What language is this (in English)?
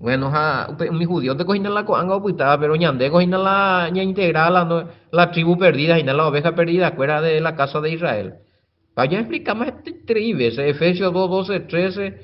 Guarani